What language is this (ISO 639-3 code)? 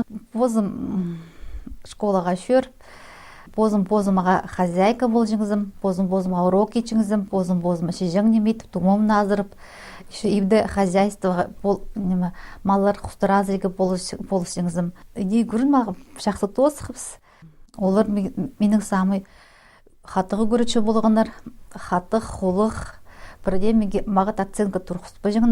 kjh